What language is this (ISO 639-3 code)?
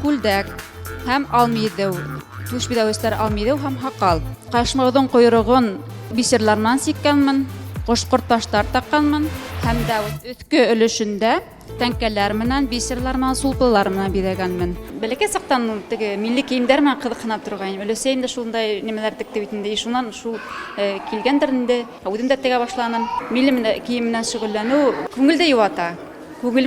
bak